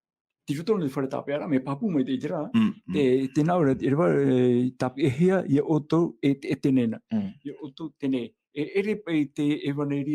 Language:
Tahitian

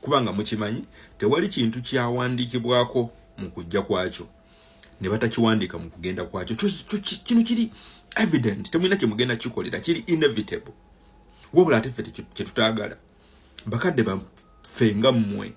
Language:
Ganda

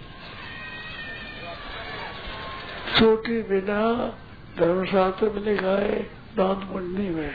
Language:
Hindi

